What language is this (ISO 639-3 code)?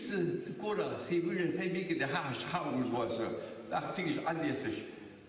inh